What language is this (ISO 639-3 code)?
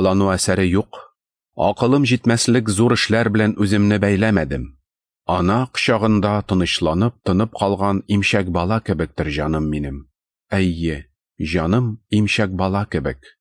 tat